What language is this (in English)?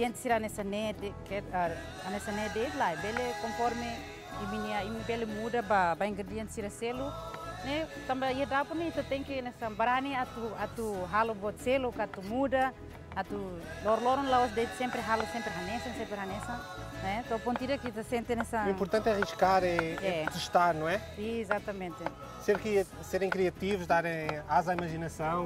Tetum